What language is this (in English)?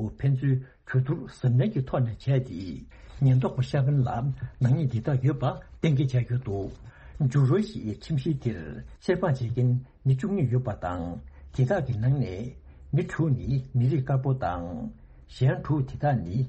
Tibetan